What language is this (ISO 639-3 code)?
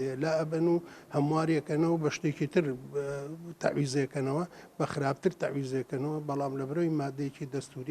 ckb